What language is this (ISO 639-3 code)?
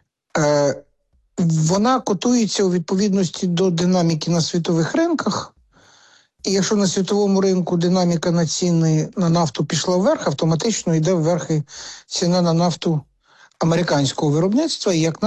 ukr